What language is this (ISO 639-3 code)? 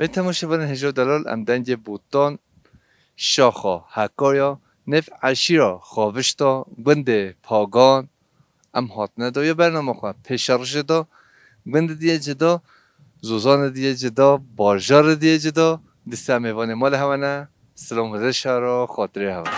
kur